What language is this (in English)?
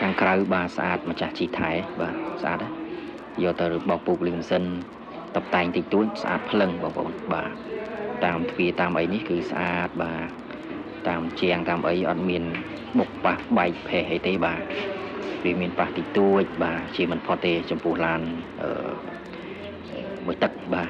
Khmer